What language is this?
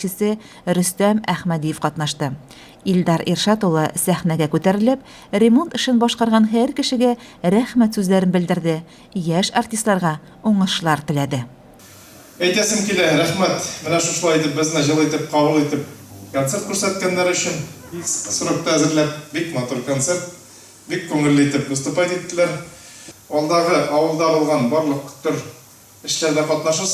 Tatar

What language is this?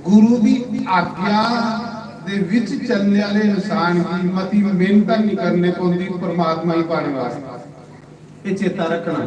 Dogri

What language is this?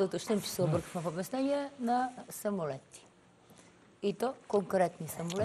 Bulgarian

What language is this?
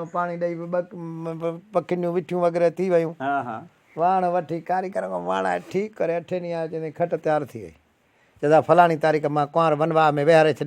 Sindhi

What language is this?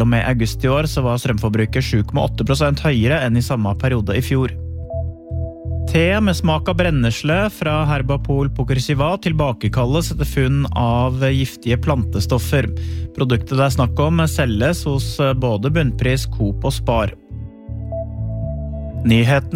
Norwegian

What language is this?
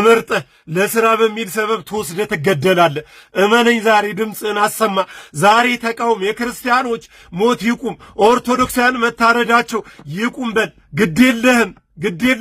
Amharic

